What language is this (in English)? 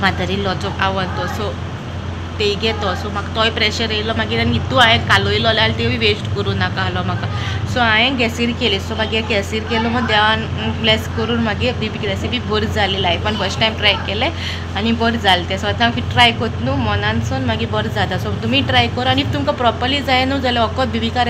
Konkani